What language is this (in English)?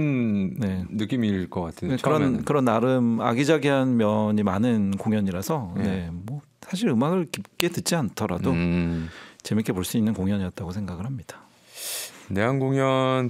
Korean